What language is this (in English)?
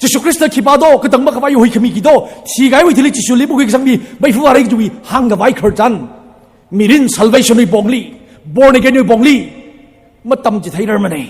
Tangkhul Naga (India)